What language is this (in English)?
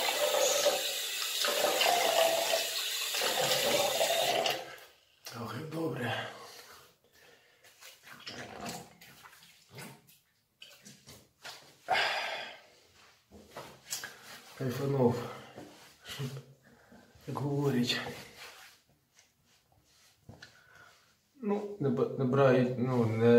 Ukrainian